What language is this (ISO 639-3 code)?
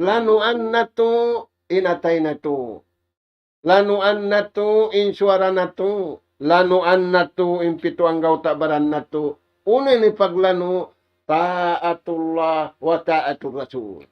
tsg